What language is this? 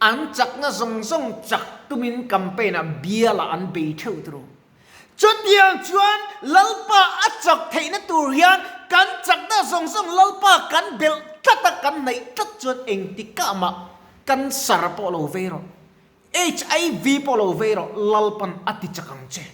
Mizo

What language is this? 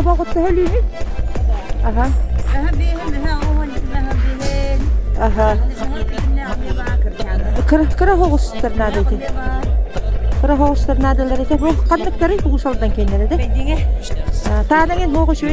Yakut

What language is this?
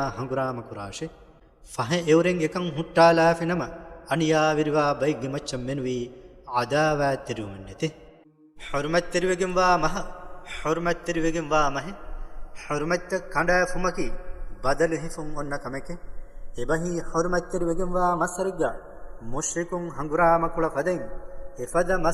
Divehi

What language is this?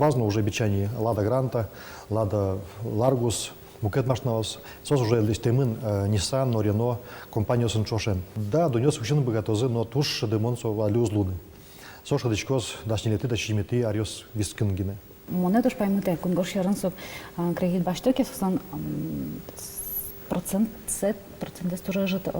Udmurt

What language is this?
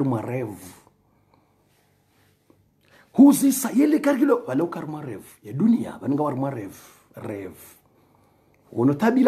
Swahili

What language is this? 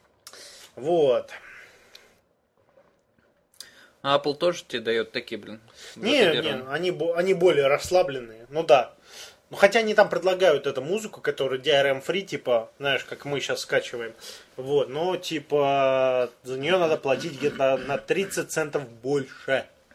Russian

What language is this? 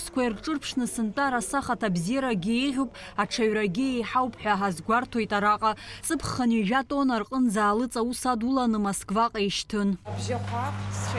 Abkhazian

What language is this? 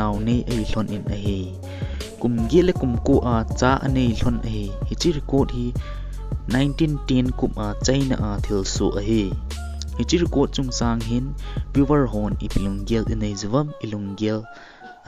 Thado Chin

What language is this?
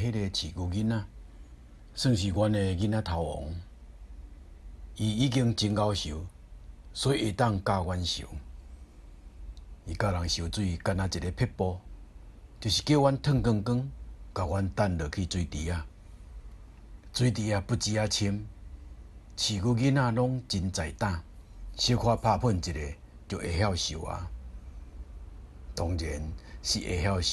Min Nan Chinese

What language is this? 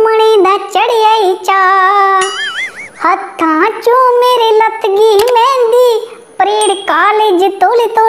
Dogri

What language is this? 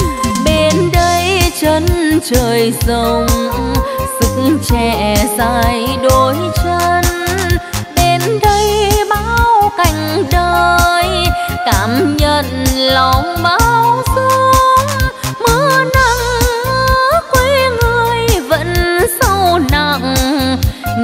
Vietnamese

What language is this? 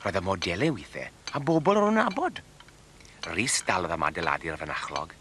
Welsh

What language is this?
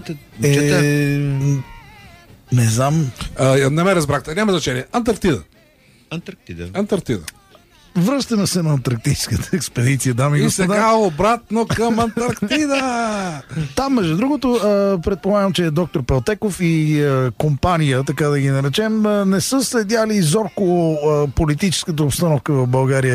Bulgarian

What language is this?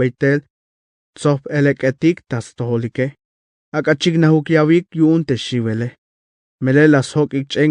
Tzeltal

